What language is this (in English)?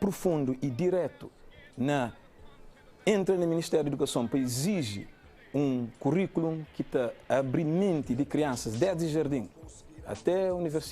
Kabuverdianu